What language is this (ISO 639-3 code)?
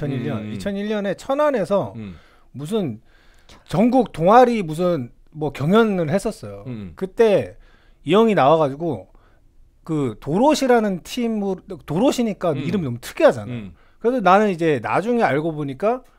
kor